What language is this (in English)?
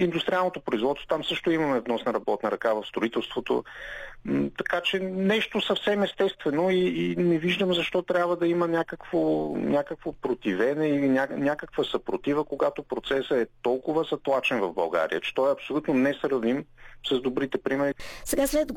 Bulgarian